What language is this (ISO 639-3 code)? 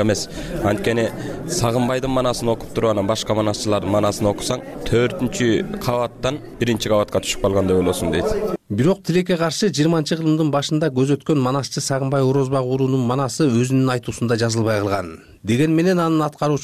kir